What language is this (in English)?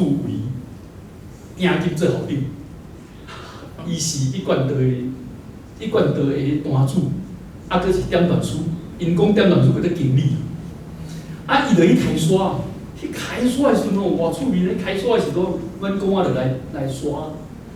Min Nan Chinese